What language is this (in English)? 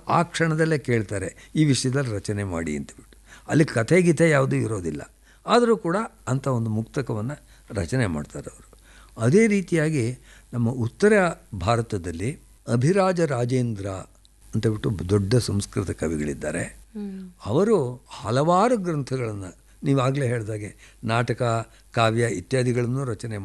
Kannada